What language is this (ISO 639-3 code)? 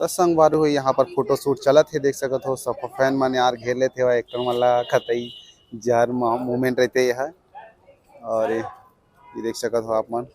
hne